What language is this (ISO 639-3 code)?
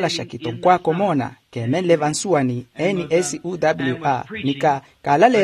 vmw